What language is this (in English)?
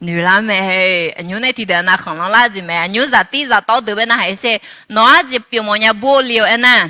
Akha